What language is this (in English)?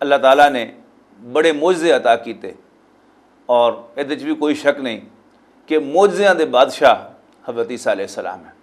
Western Panjabi